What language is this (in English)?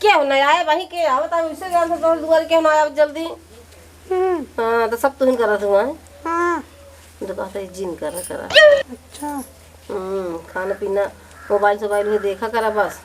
Awadhi